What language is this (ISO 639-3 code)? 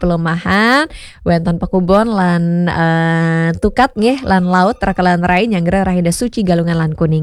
ban